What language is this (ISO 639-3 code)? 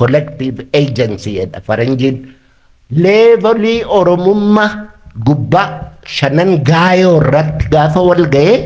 orm